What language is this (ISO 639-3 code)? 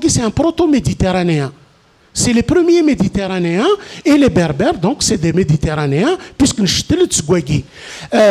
kab